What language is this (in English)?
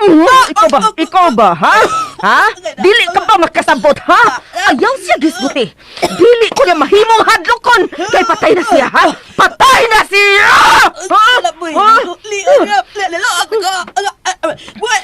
Cebuano